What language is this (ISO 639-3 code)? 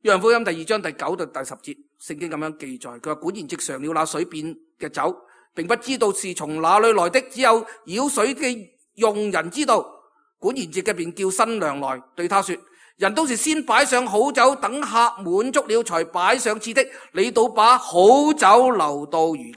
yue